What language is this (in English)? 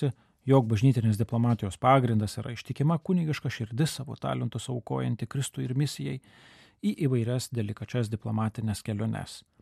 Lithuanian